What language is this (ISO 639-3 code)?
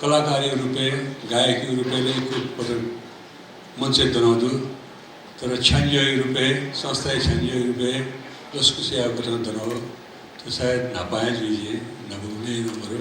new